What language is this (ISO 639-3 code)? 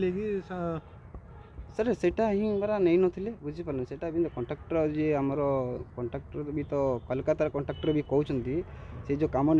ori